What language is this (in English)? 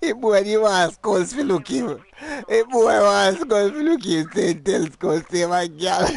Jamaican Creole English